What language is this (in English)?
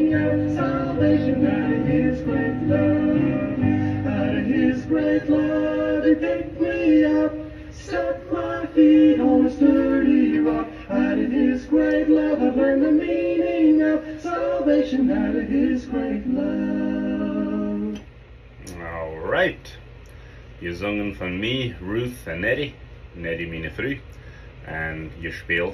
Plautdietsch